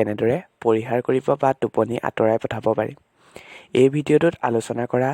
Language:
Assamese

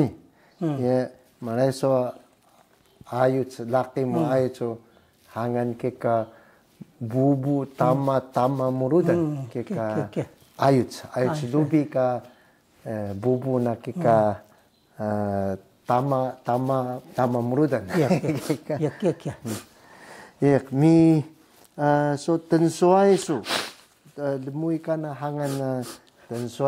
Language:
Taroko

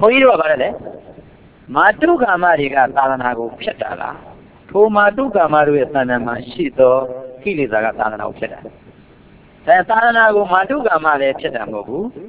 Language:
Burmese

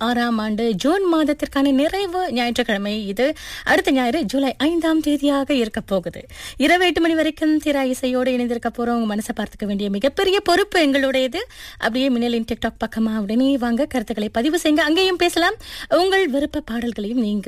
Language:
Tamil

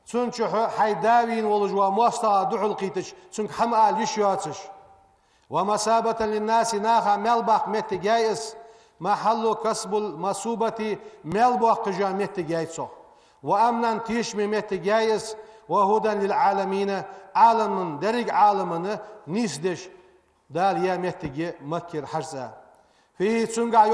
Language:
Ingush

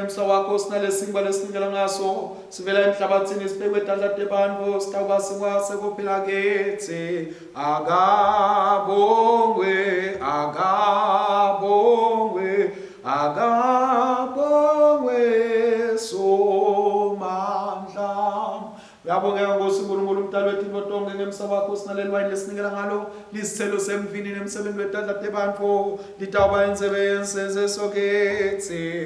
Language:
Swati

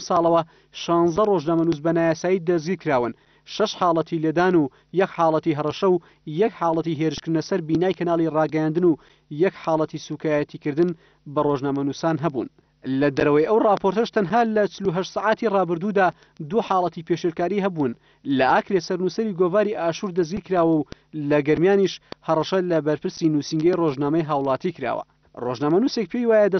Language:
Central Kurdish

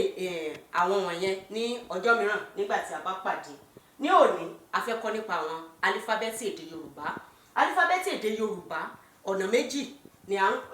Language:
Yoruba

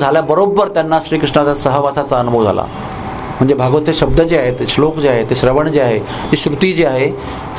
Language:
Marathi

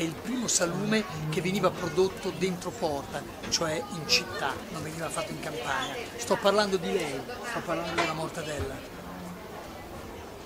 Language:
Italian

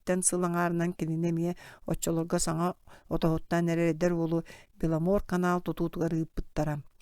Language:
Yakut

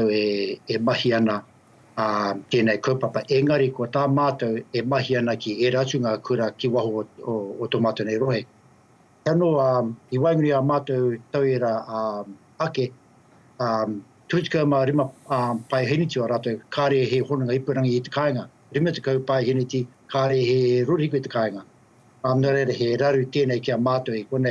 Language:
Māori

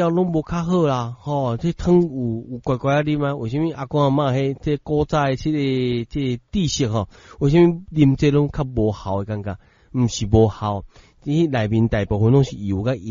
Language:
Min Nan Chinese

